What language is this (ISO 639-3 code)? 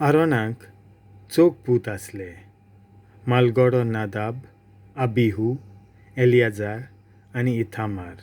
kok